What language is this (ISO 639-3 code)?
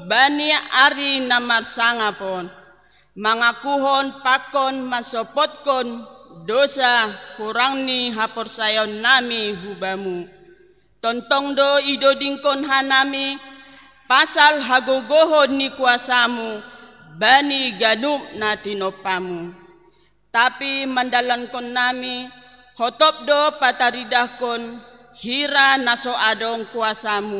bts